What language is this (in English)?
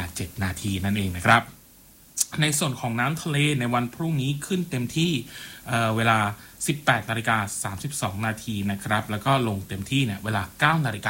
Thai